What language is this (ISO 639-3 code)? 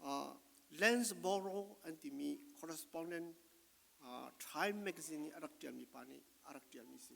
cfm